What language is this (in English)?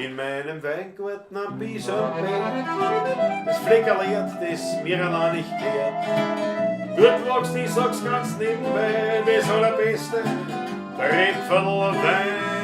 Bavarian